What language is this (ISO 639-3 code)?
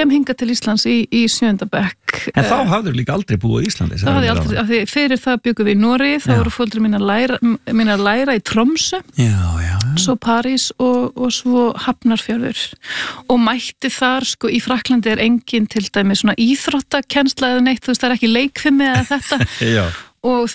isl